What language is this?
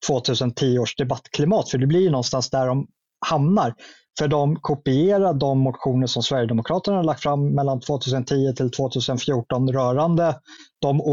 Swedish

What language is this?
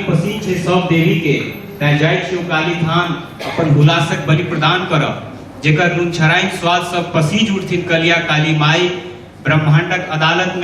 Maithili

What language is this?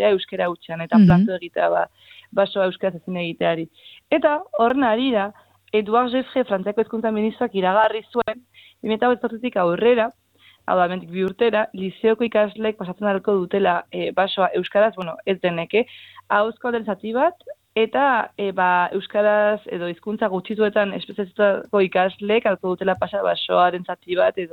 Basque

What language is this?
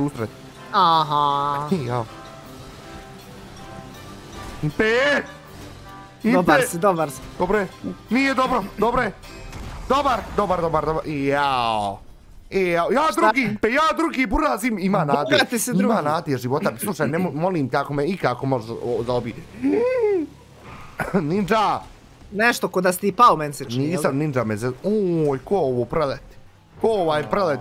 Bosnian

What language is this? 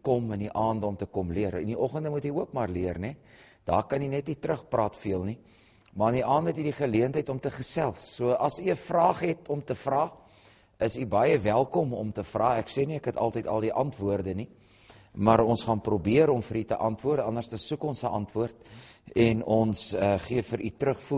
Afrikaans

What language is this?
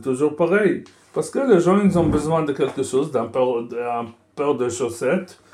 French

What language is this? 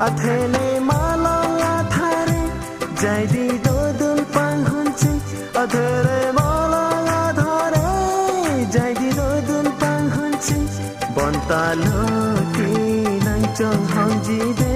Karbi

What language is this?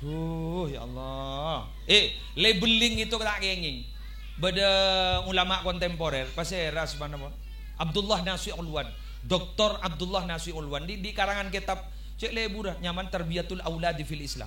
Madurese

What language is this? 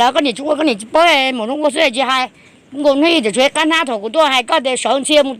Hmong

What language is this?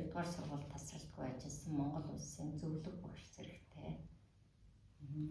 Mongolian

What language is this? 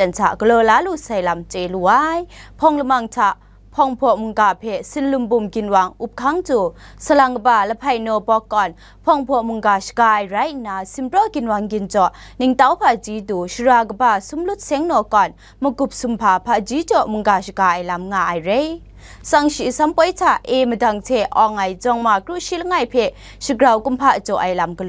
Kachin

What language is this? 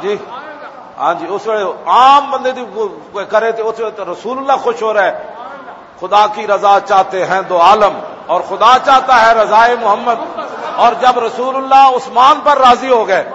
Western Panjabi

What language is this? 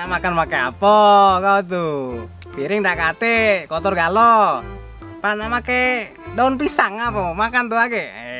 Musi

